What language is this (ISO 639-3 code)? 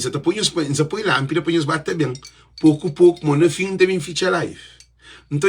kea